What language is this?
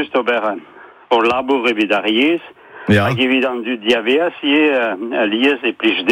Breton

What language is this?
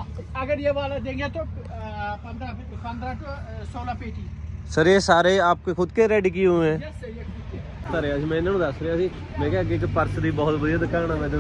Punjabi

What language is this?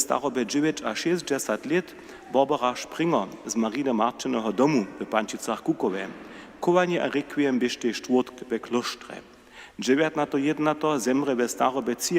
Upper Sorbian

